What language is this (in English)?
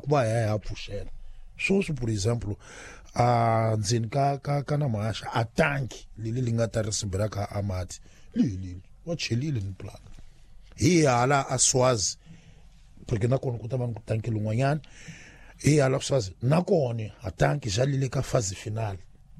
Tsonga